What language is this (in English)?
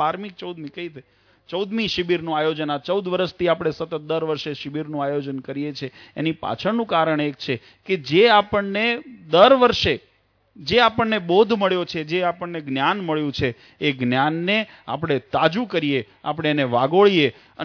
Gujarati